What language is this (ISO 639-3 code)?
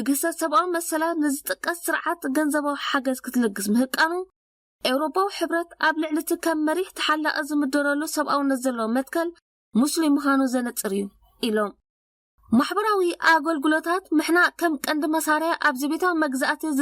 tir